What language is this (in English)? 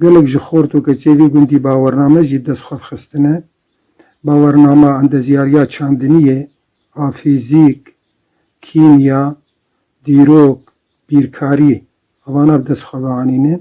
Kurdish